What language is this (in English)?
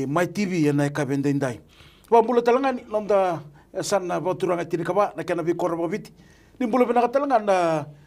Fijian